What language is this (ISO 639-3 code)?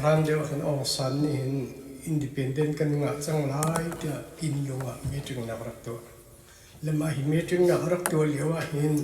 cnh